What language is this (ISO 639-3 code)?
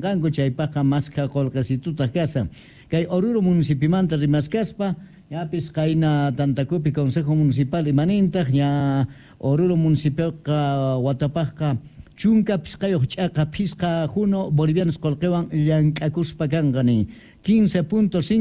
que